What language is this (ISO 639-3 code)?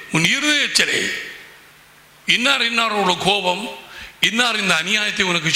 tam